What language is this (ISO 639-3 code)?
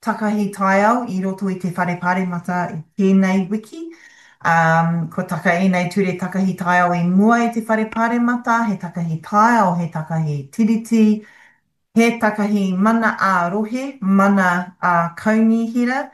mri